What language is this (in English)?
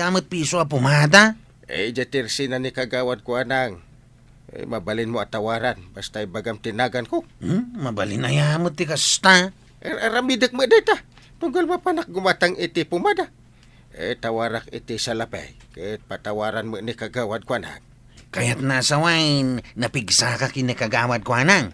Iloko